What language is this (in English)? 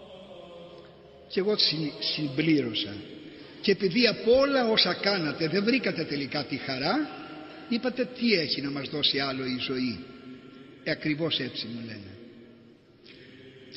Greek